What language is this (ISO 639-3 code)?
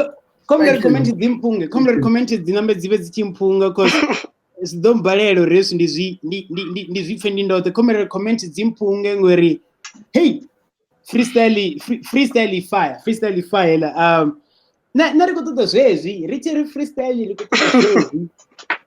ven